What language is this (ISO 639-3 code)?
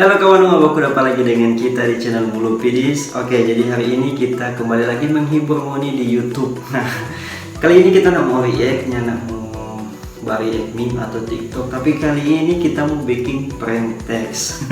xmm